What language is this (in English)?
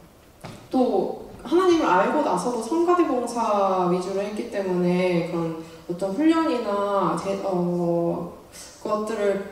Korean